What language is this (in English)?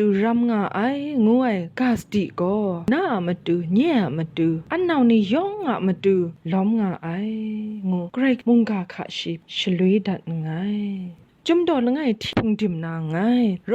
Kachin